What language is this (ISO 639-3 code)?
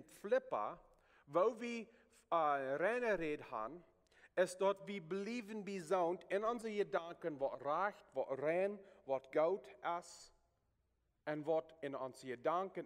pdt